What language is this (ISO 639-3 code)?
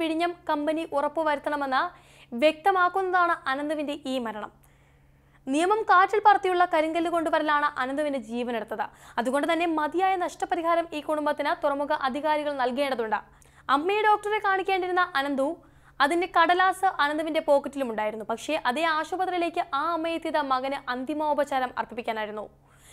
mal